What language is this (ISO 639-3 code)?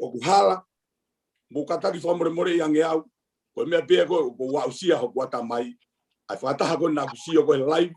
ton